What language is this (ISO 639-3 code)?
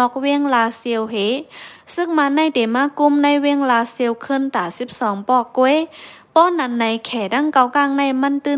shn